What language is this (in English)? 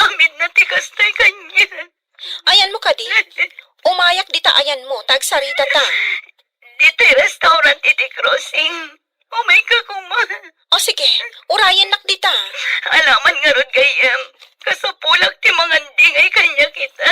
Iloko